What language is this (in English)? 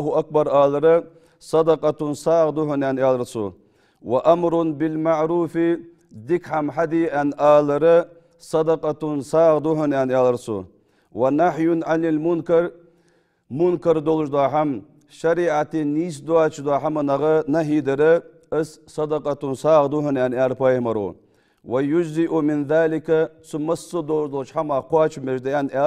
Ingush